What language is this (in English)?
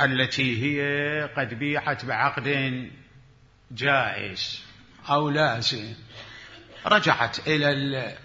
Mesopotamian Arabic